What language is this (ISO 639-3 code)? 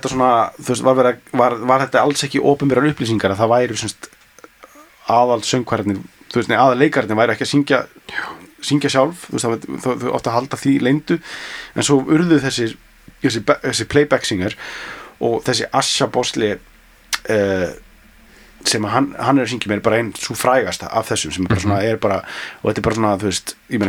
isl